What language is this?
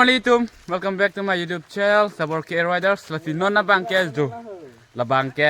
Karbi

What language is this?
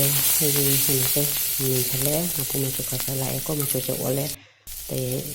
Manipuri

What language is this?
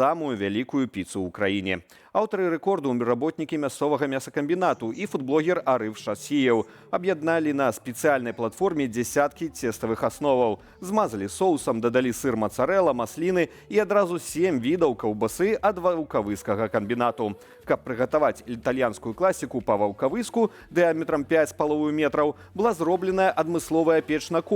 Belarusian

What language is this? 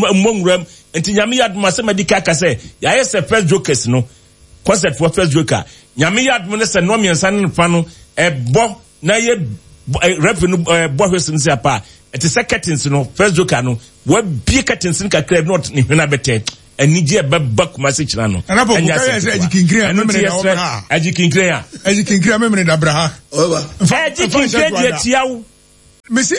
Akan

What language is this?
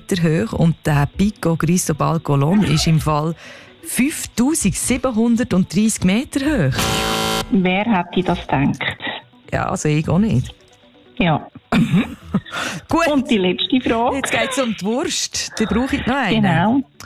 German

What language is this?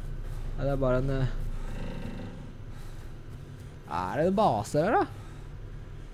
Norwegian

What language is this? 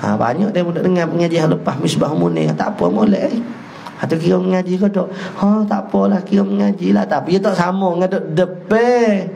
Malay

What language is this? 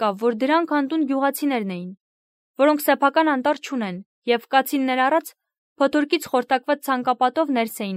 Armenian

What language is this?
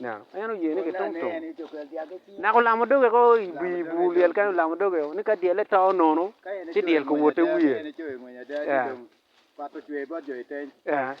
Acoli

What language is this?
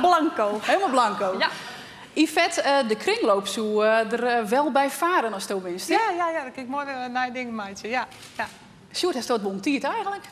Western Frisian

